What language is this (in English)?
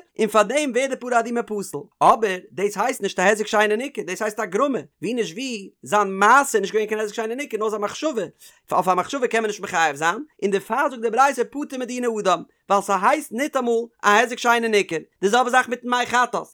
Yiddish